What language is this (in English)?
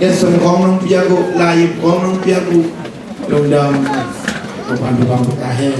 Tedim Chin